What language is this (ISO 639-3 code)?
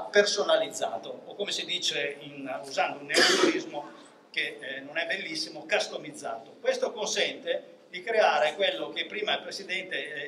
ita